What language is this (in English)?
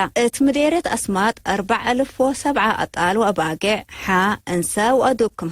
Tigre